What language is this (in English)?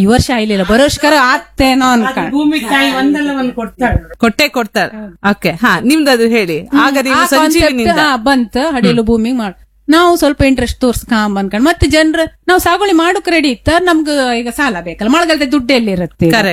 Kannada